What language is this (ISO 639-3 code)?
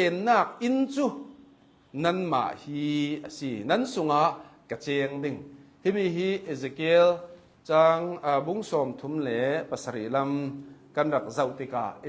cnh